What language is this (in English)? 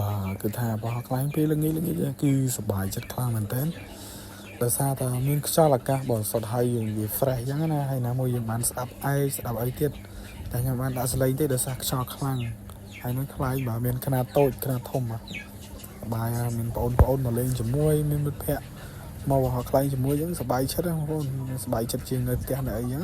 Khmer